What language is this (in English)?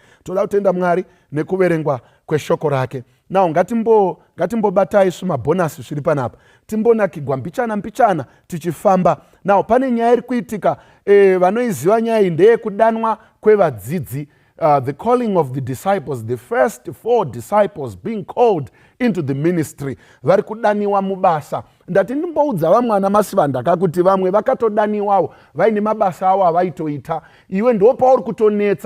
Shona